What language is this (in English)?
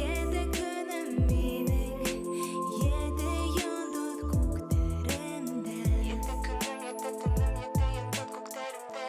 Bashkir